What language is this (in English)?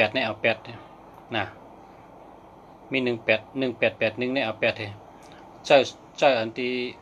Shan